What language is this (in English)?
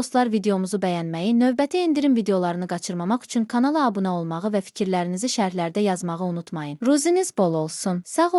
Azerbaijani